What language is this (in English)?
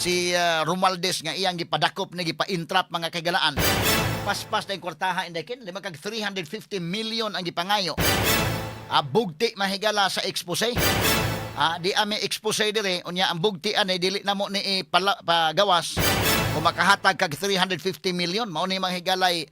Cebuano